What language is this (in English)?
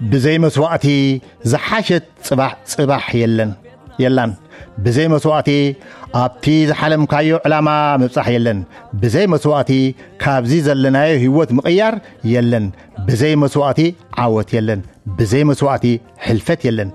Tigrinya